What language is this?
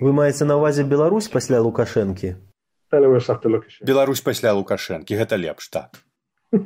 Belarusian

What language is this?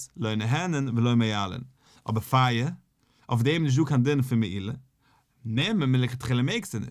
Yiddish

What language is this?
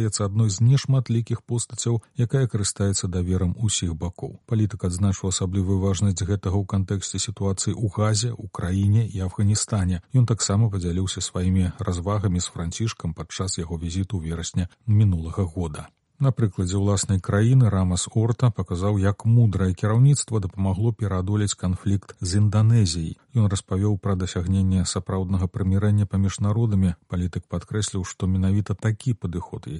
Belarusian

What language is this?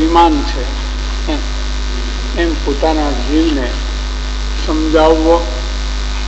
Gujarati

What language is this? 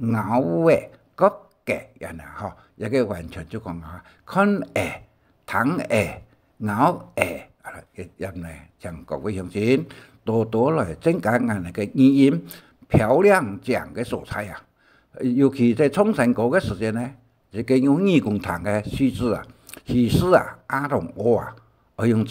Hakka Chinese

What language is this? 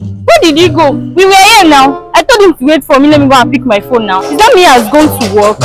Nigerian Pidgin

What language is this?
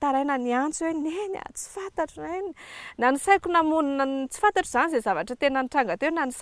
Malagasy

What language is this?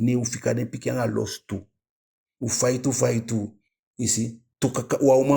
Eastern Maroon Creole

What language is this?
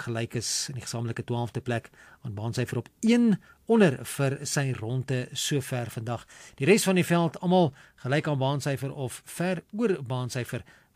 Afrikaans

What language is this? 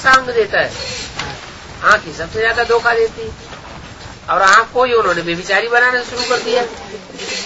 Hindi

